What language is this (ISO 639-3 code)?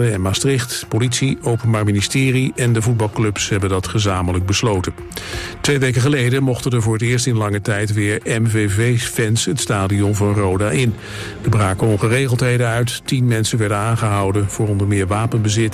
nld